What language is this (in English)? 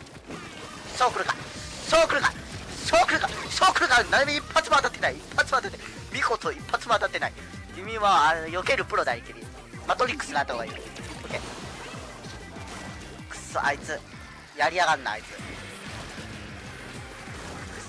Japanese